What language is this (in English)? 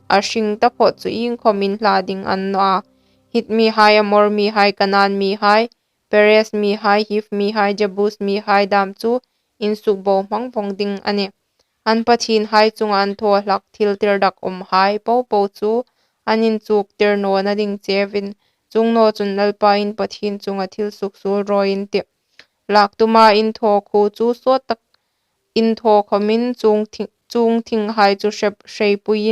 Hmar